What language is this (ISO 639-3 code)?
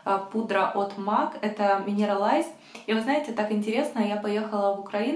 rus